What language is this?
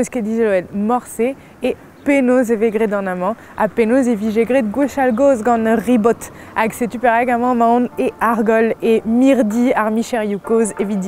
Breton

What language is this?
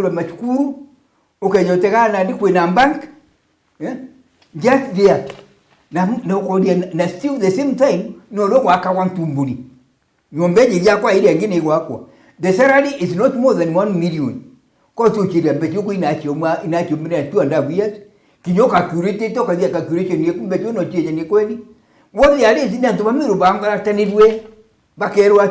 Meru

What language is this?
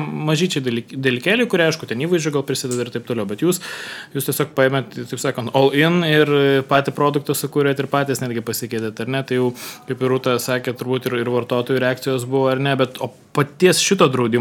Lithuanian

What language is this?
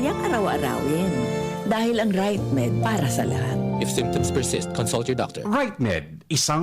Bikol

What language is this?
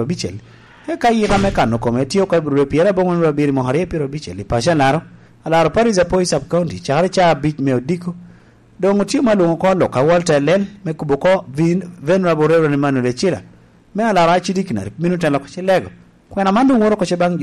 Lango (Uganda)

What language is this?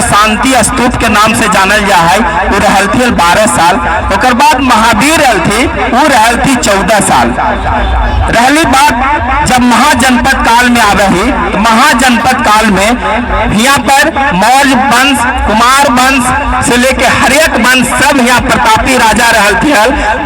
Magahi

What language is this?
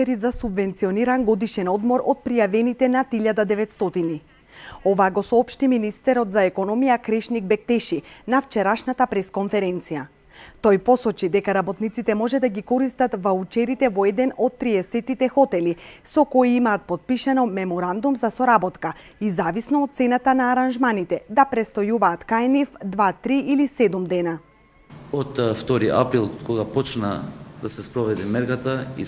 Macedonian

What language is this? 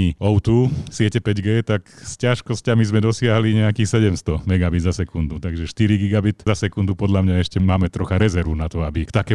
Slovak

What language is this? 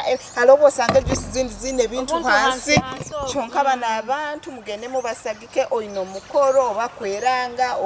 Nyoro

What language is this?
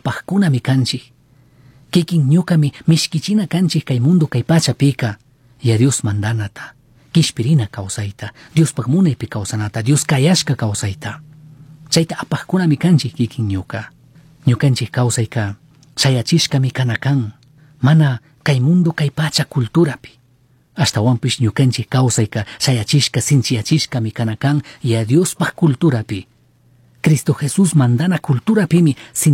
Chimborazo Highland Quichua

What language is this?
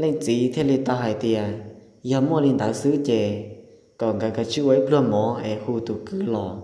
Hmong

